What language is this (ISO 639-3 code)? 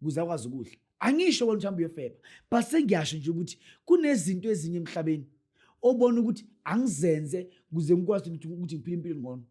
zul